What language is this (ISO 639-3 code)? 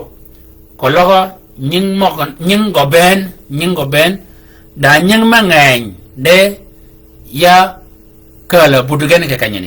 shk